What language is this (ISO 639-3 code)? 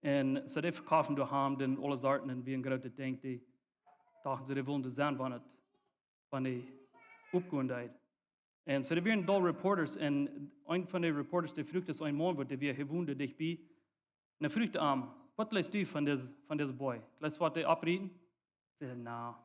pdt